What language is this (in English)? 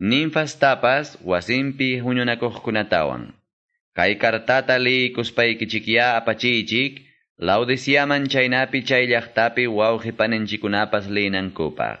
Quechua